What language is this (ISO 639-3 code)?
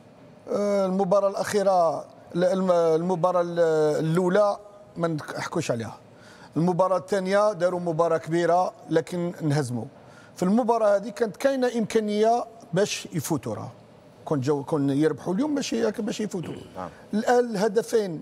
aeb